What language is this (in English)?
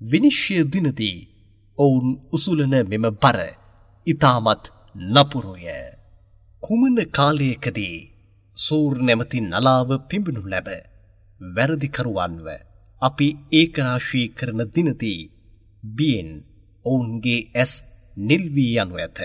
Sinhala